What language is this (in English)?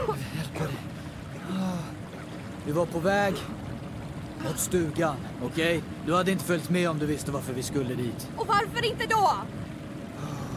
Swedish